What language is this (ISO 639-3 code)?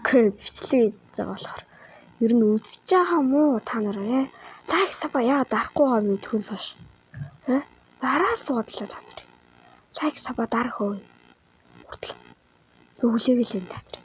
mon